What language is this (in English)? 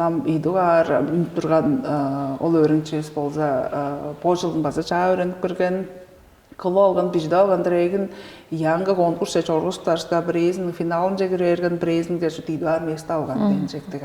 Tuvinian